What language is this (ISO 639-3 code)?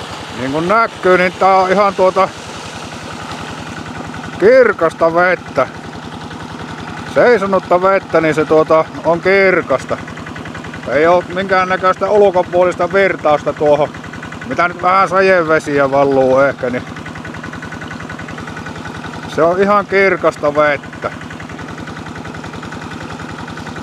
fin